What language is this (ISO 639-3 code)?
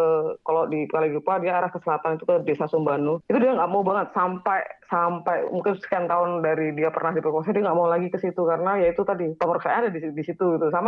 ind